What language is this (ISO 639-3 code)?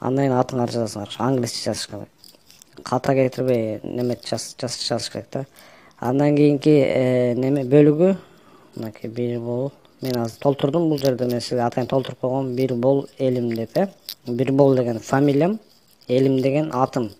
kir